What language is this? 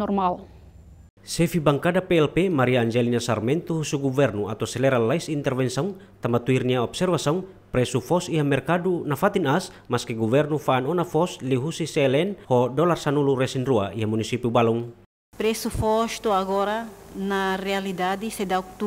Tetum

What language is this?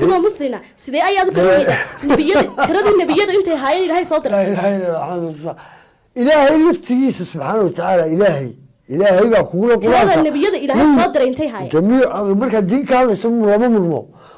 Somali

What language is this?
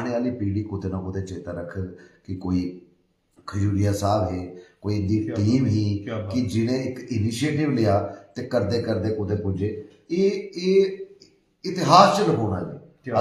Dogri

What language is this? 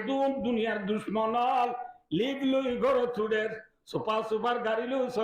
Rohingya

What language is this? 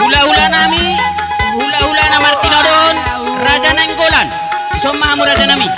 Batak Toba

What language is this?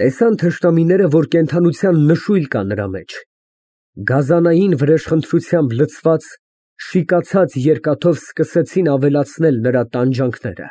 Armenian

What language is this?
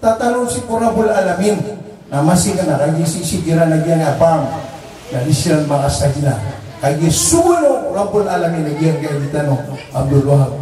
Maranao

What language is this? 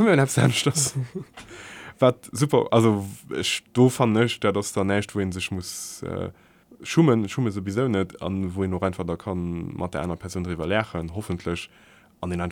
Luxembourgish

